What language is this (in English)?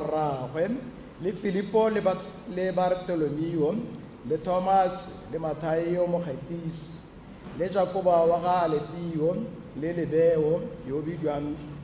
Tswana